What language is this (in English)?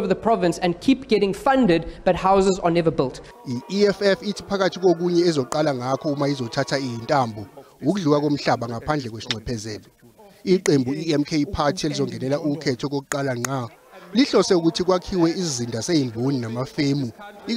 Zulu